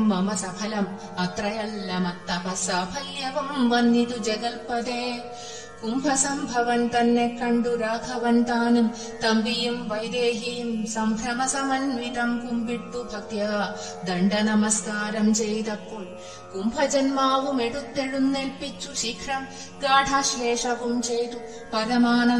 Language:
Malayalam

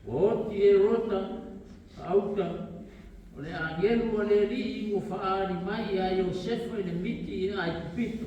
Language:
Samoan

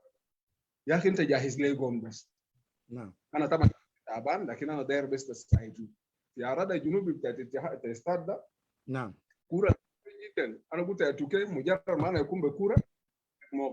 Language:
Sudanese Arabic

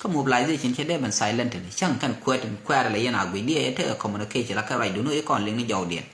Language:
Nuer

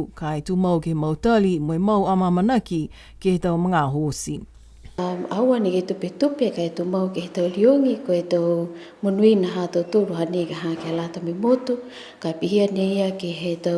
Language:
Niuean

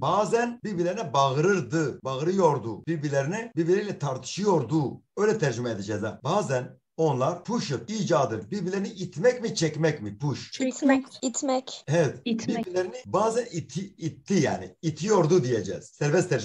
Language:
Turkish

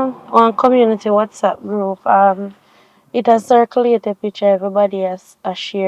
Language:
Jamaican Creole English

